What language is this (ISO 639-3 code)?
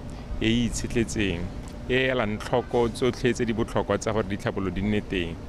tsn